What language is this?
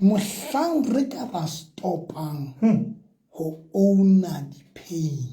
Southern Sotho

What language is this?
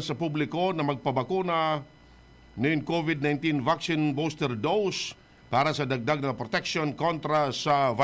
Bikol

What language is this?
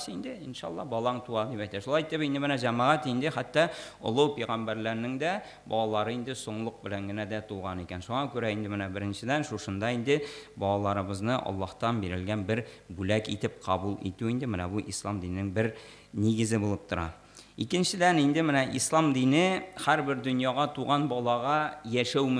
Tatar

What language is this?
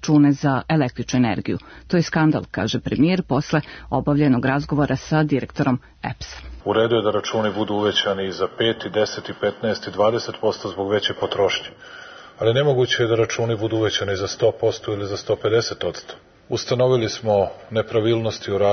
Serbian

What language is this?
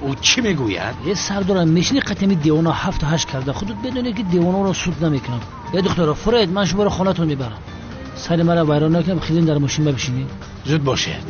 Tajik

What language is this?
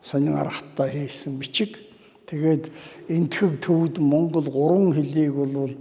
Mongolian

